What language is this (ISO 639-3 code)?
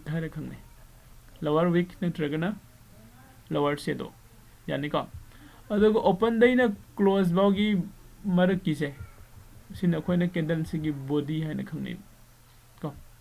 mni